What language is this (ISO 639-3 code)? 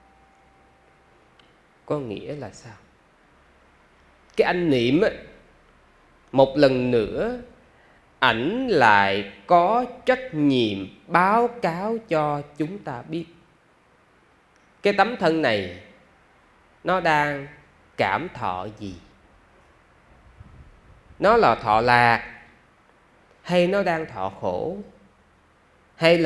vie